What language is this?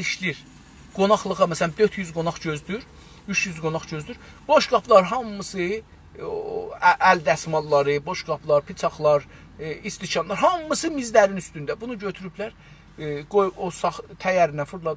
South Azerbaijani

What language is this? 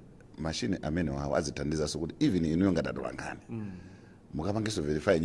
Nyanja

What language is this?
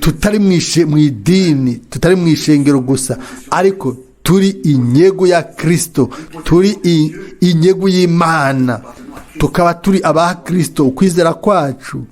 Rundi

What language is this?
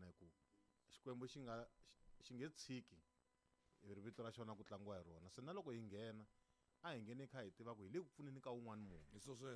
Tsonga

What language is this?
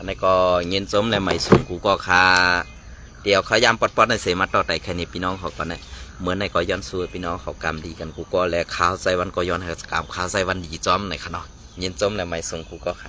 Shan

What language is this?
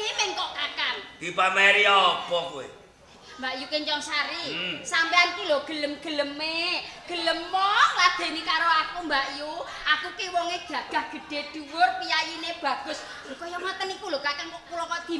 Javanese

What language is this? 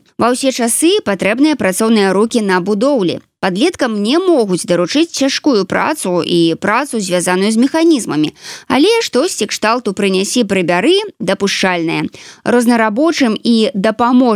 Belarusian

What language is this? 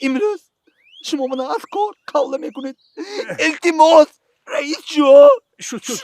Tajik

